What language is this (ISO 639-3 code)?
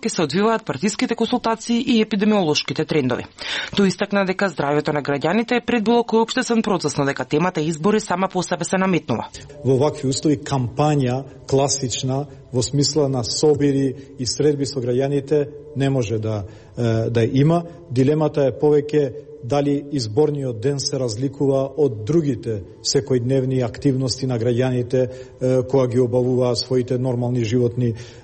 mkd